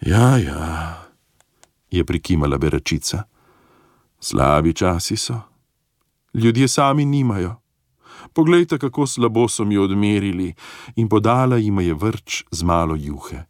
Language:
Slovenian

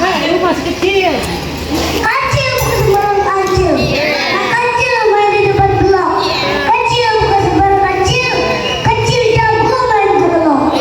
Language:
Betawi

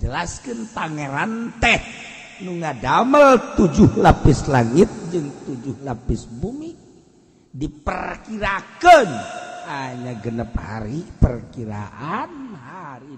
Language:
Sundanese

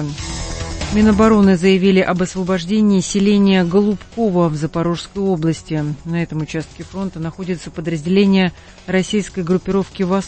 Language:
Russian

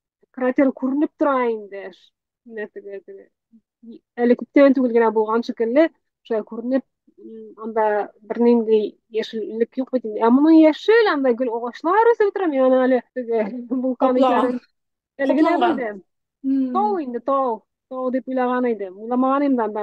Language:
Tatar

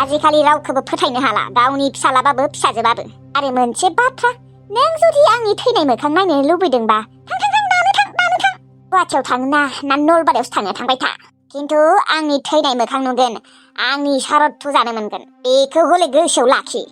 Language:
Bodo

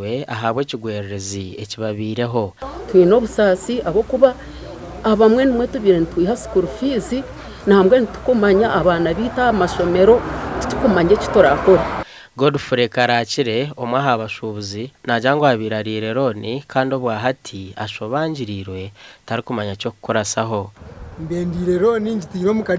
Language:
Nyankole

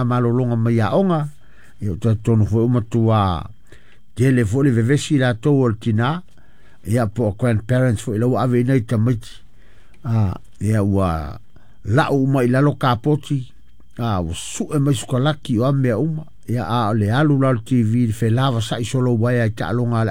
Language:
Samoan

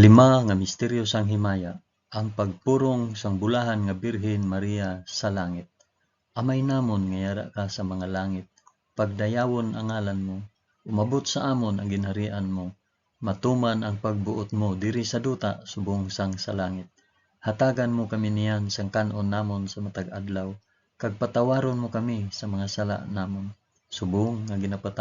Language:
Hiligaynon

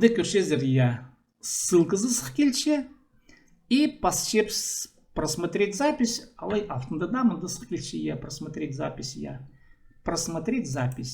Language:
Khakas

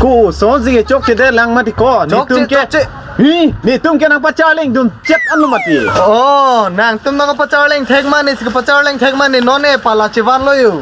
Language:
Karbi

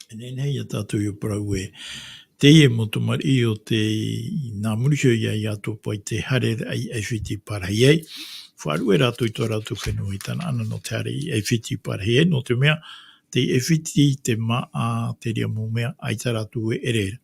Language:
Tahitian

